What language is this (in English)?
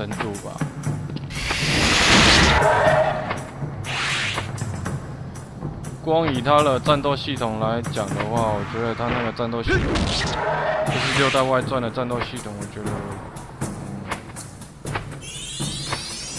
Chinese